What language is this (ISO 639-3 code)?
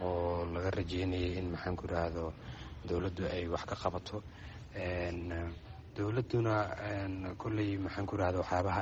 som